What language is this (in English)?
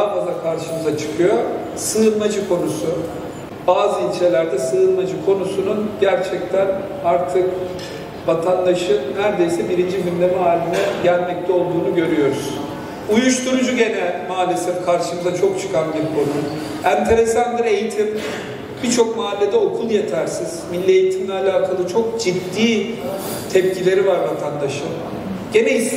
Turkish